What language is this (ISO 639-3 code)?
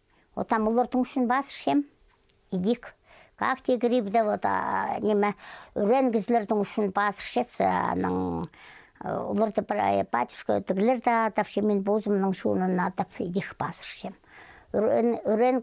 kjh